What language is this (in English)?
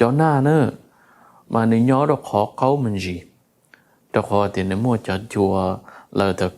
Hmong